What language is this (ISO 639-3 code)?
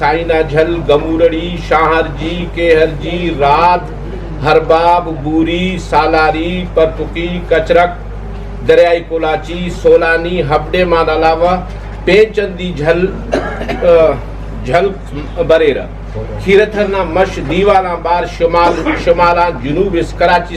brh